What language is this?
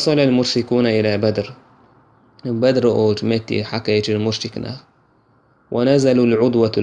Chechen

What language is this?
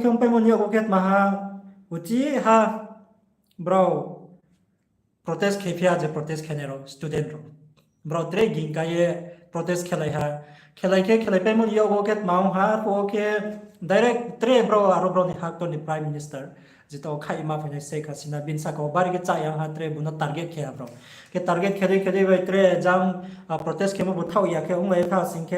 Riang (India)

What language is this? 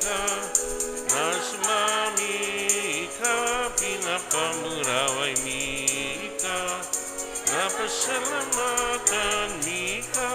Bikol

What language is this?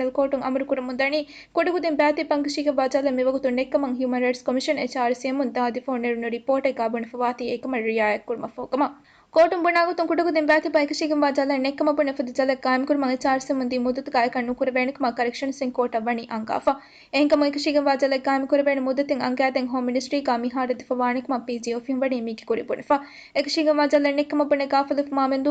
Divehi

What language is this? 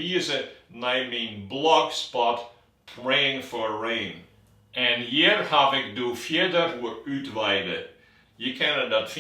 Western Frisian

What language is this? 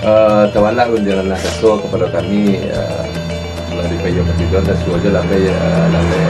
Minangkabau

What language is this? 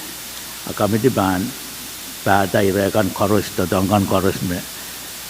Pohnpeian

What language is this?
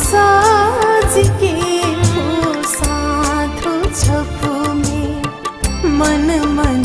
Newari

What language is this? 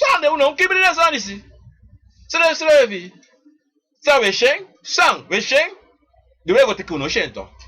Sranan Tongo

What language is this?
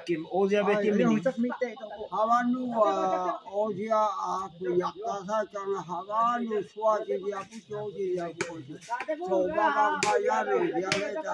Naga Pidgin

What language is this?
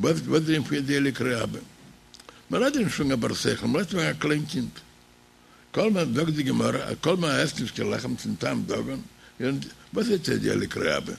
Yiddish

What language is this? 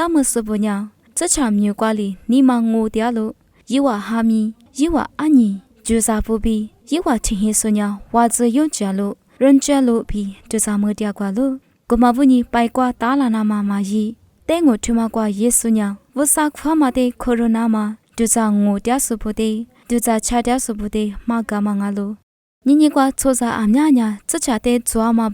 Lisu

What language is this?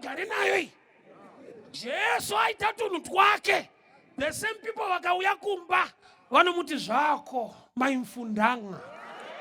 Shona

